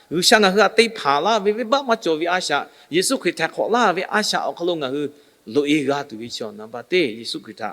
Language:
Lahu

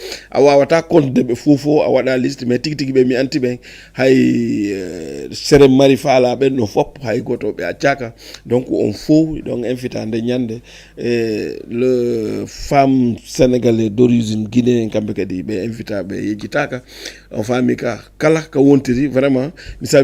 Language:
Fula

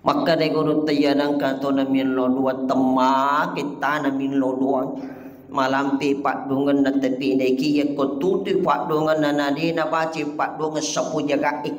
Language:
Buginese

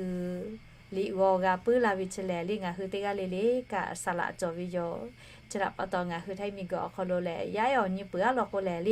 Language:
Lahu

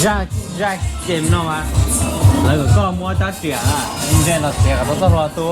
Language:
Hmong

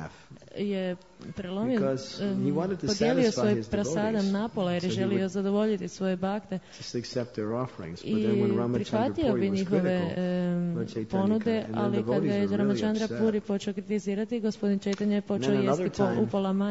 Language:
Croatian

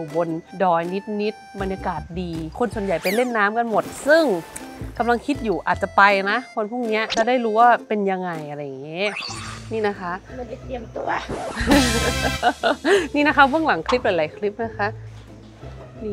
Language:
Thai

